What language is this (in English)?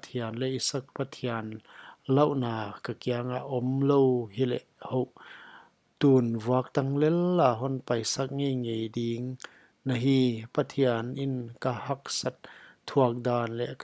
Paite Chin